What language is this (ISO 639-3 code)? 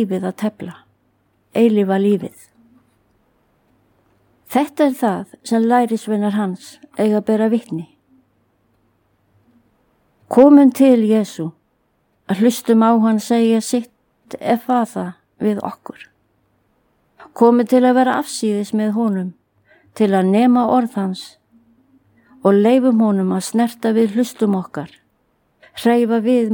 isl